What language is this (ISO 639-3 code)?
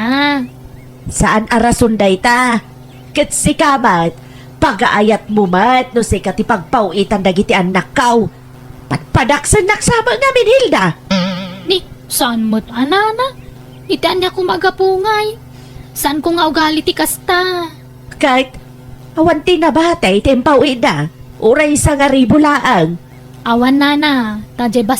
ilo